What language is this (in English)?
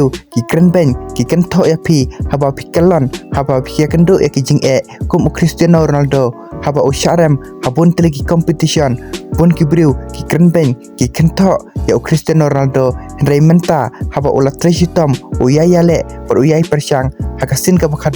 Khasi